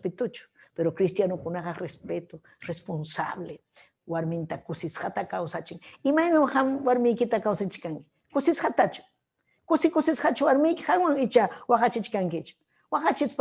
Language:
Ayacucho Quechua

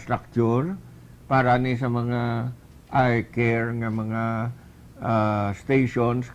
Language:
Hiligaynon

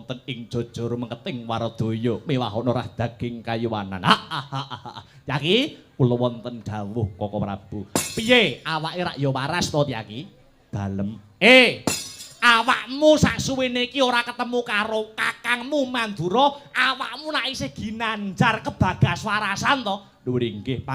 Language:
Javanese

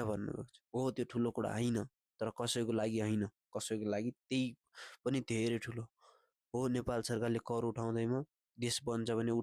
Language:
Nepali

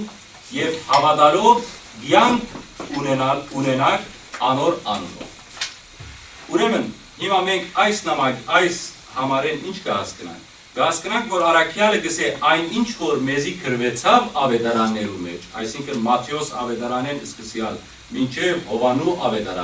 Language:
Western Armenian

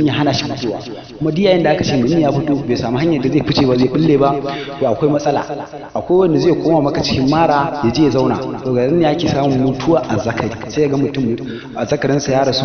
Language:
Hausa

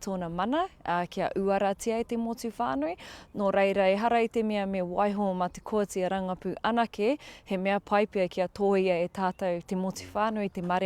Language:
Māori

